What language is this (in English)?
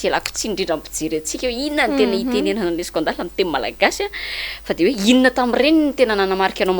Malagasy